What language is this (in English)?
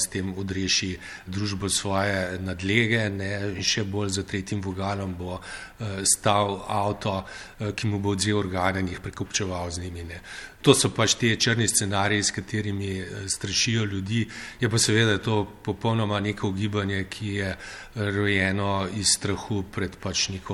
Slovenian